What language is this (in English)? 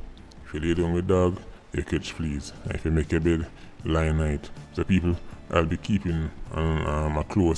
Jamaican Creole English